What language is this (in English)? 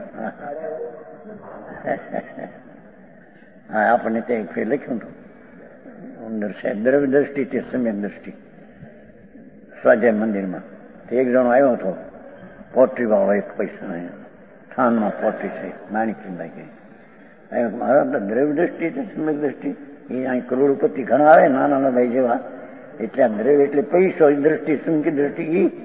Gujarati